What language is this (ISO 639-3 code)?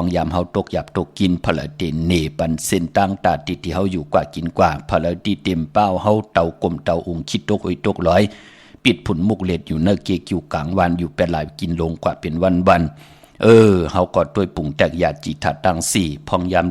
shn